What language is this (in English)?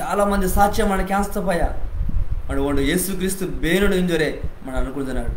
Koya